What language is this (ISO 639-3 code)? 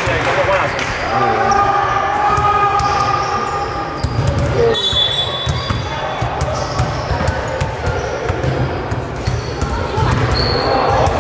est